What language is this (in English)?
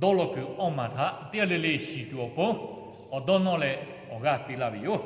Lahu